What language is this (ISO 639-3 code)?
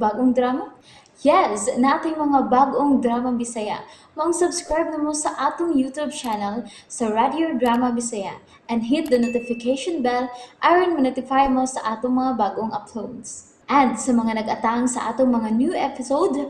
ceb